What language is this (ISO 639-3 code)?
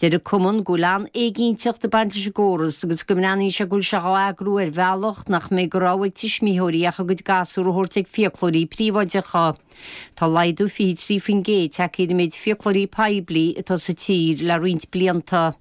gle